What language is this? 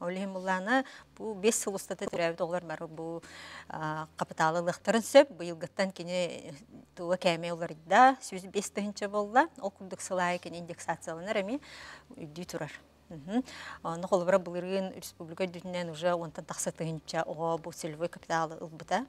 Yakut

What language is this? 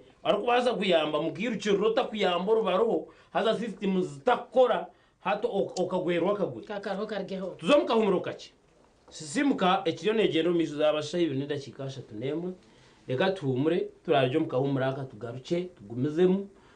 Nyankole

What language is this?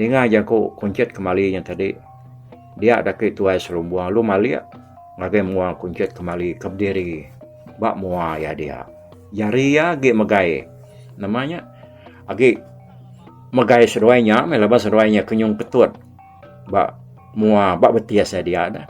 Iban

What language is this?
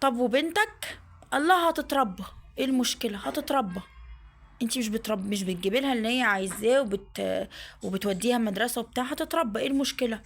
Egyptian Arabic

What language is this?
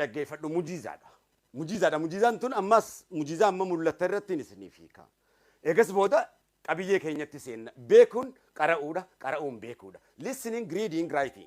Oromo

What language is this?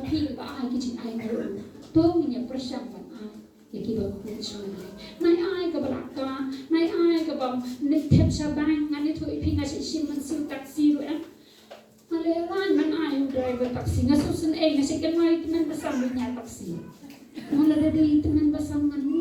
Khasi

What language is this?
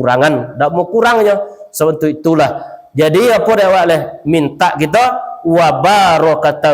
Minangkabau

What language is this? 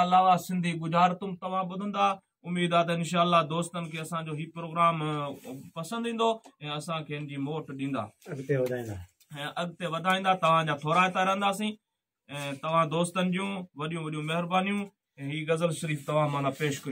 Sindhi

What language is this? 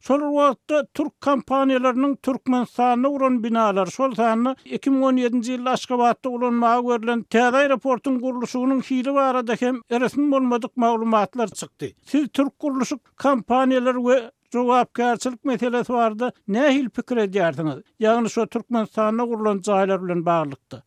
Turkmen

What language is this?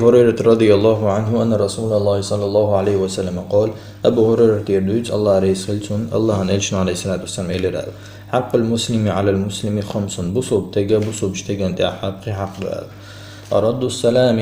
Chechen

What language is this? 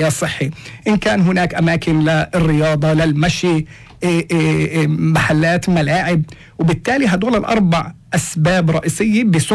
North Levantine Arabic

